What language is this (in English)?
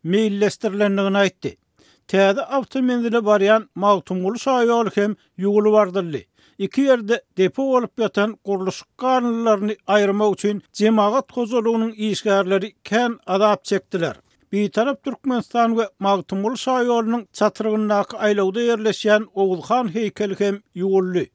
Turkmen